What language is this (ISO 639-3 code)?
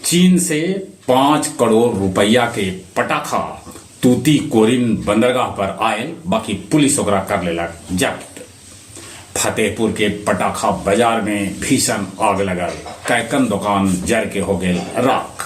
mag